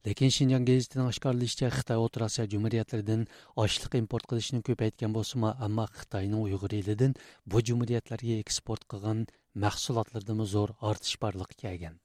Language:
Uyghur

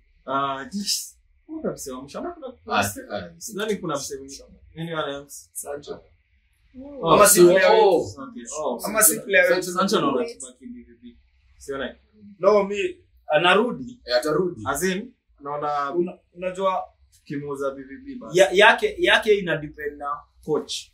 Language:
Swahili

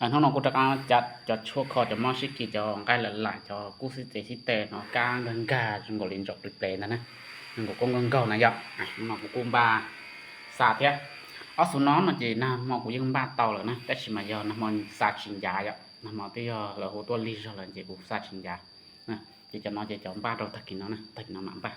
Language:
Hmong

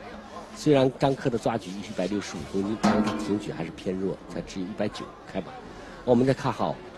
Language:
Chinese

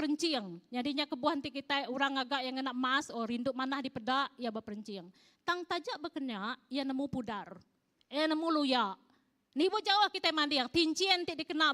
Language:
Iban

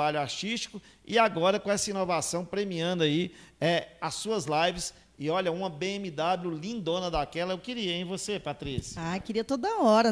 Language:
Portuguese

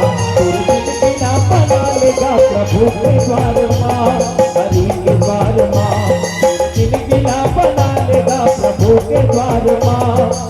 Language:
Chhattisgarhi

